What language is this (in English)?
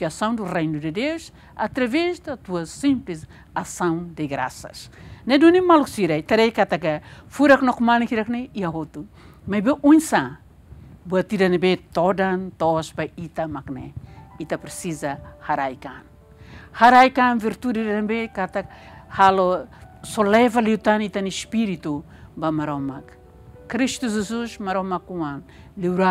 Tetum